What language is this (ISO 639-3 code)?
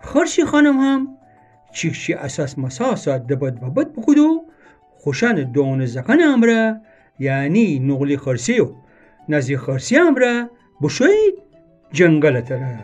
glk